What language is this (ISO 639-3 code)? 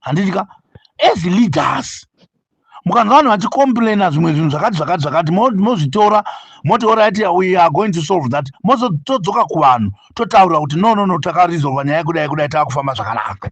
sna